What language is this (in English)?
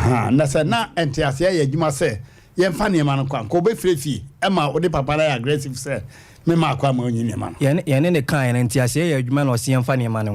Akan